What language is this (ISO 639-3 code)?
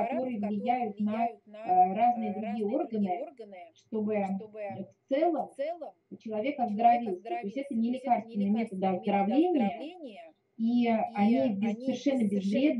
rus